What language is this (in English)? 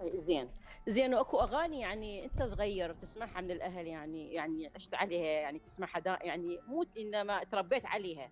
Mesopotamian Arabic